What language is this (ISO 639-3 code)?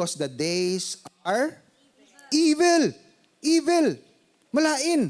hil